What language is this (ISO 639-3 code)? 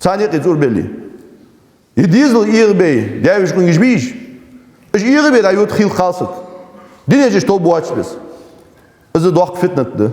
inh